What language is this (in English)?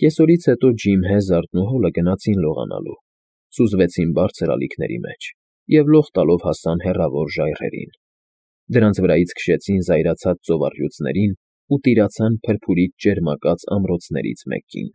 Armenian